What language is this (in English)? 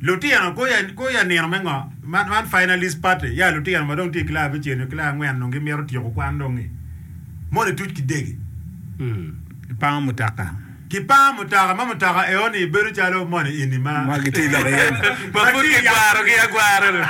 Acoli